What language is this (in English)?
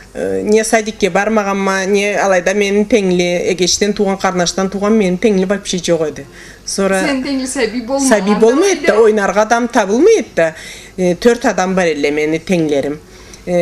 Karachay-Balkar